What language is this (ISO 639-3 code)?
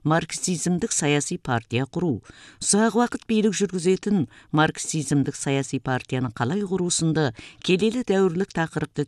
kaz